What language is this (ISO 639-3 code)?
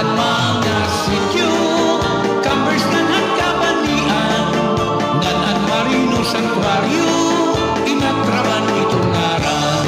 war